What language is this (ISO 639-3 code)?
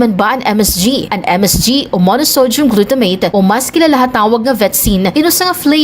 war